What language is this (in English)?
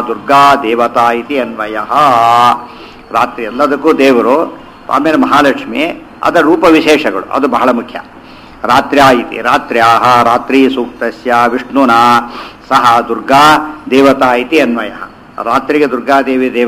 Kannada